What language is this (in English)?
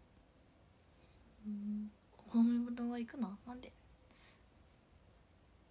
Japanese